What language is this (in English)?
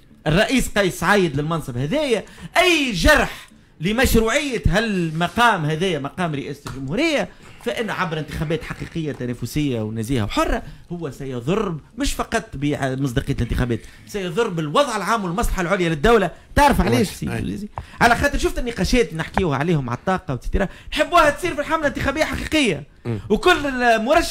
Tunisian Arabic